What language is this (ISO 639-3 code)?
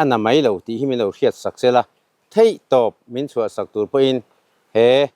lus